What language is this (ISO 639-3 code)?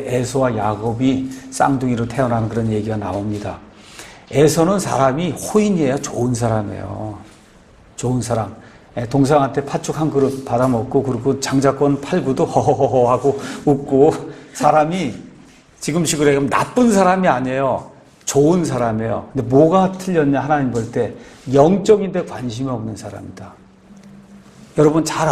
kor